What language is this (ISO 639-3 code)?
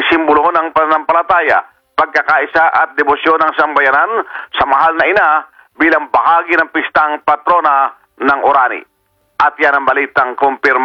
fil